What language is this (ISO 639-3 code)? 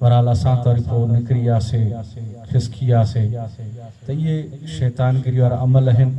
snd